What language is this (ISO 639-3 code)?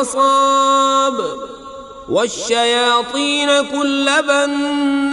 kas